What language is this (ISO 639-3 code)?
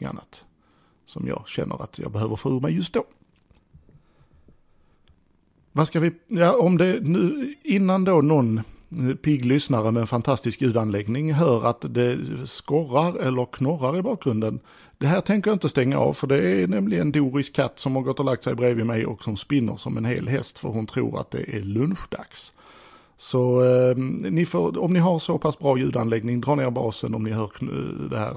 swe